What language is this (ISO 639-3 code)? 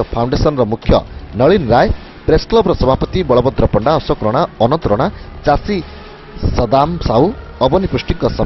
ori